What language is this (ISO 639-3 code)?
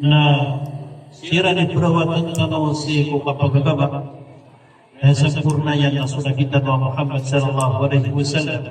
mrw